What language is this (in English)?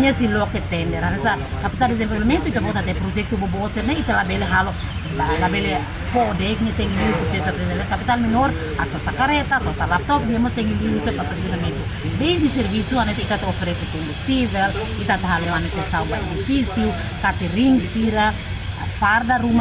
Tetum